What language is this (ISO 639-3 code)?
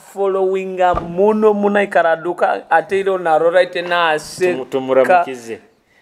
nyo